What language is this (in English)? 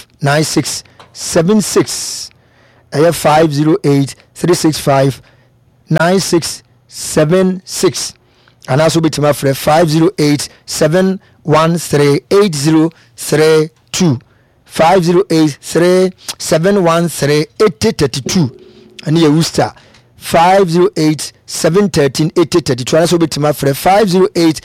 Akan